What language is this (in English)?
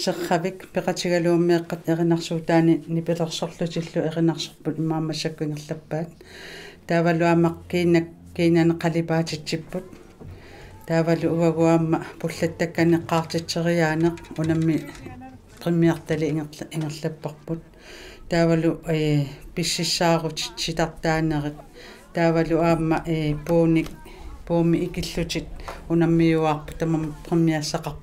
Kalaallisut